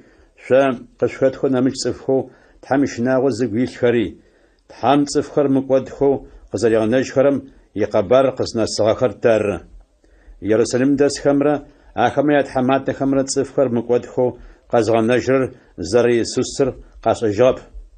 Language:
Adyghe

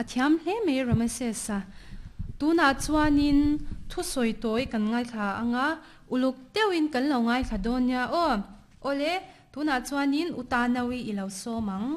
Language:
Mizo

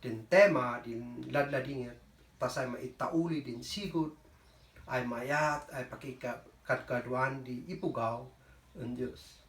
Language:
Kankanaey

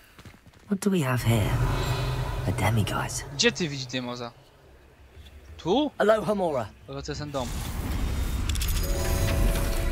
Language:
Polish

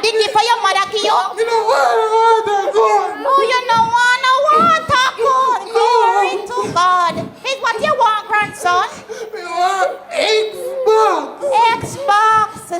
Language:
Jamaican Creole English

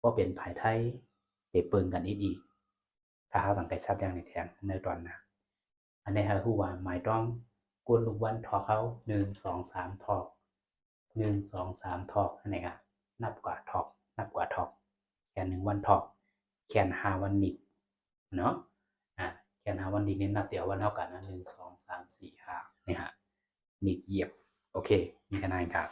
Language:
Shan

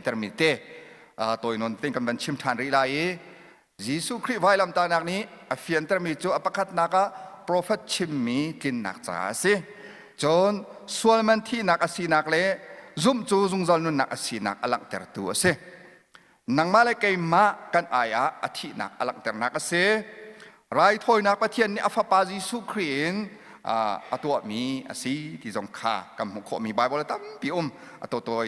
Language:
Hakha Chin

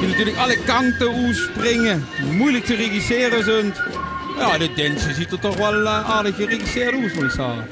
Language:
Limburgish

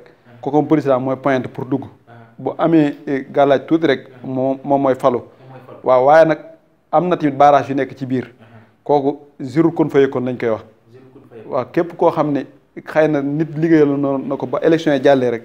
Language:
Wolof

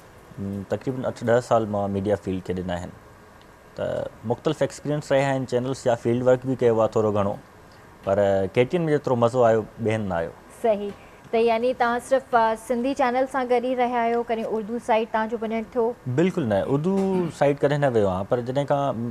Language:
Sindhi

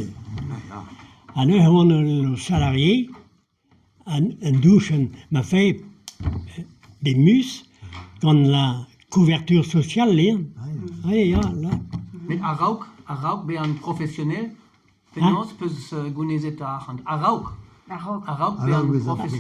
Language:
Breton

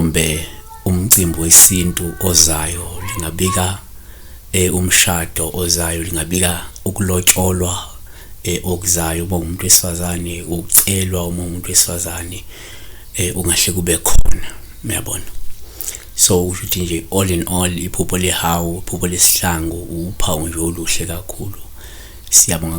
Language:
Zulu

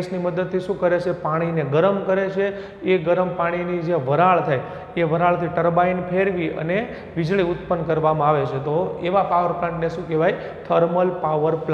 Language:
Gujarati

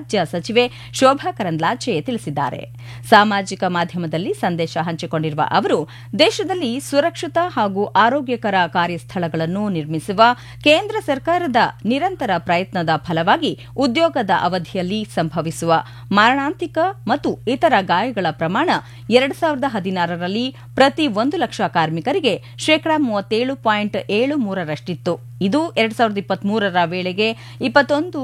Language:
Kannada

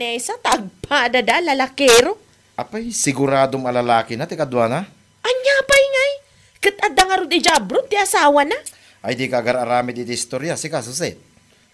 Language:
Iloko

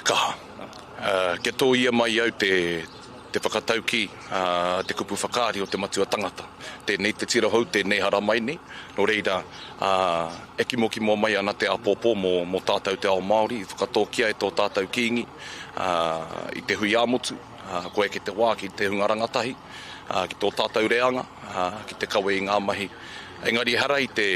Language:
Māori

